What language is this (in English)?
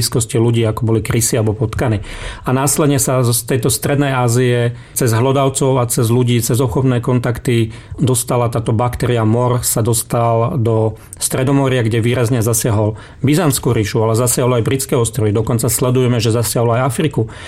Slovak